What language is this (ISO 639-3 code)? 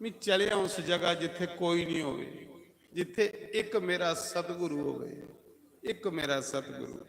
doi